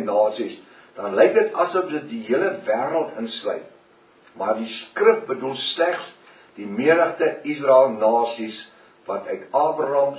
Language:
Afrikaans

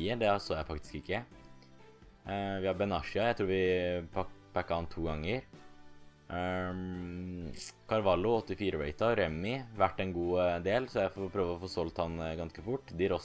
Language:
Norwegian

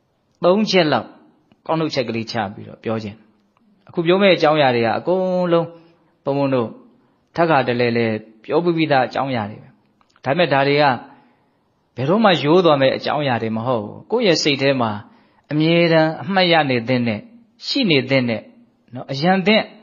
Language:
Burmese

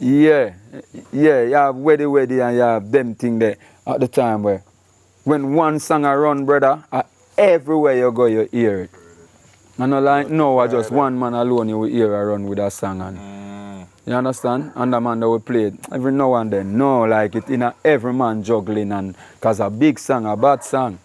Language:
Jamaican Creole English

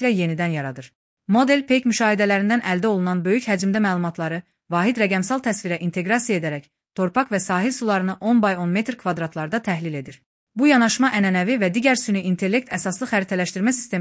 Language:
Azerbaijani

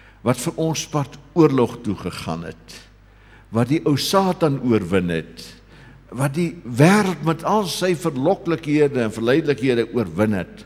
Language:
Afrikaans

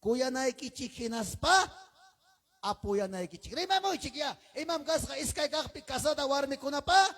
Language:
Ayacucho Quechua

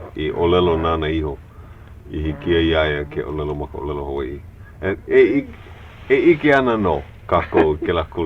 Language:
Hawaiian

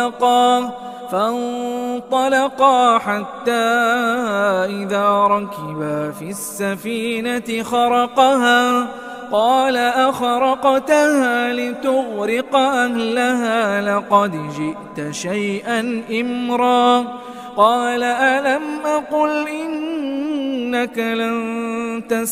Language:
Arabic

